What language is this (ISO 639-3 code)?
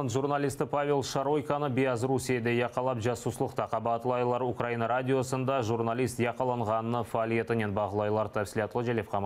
crh